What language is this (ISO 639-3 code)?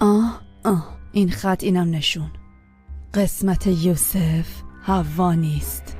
fas